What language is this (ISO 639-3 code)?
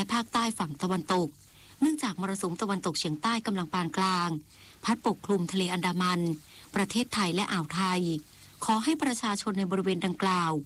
tha